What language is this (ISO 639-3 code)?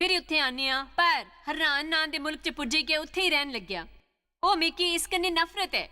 doi